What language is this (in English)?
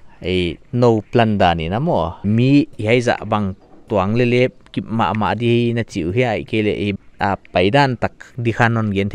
Paite Chin